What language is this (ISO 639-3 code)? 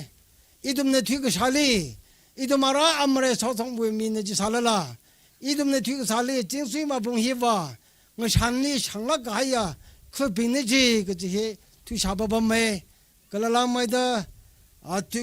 nmf